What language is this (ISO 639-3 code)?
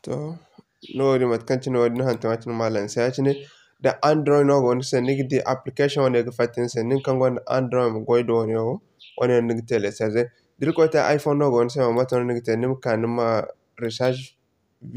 dje